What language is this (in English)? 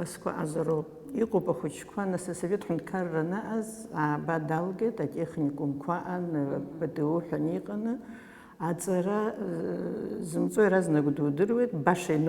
Abkhazian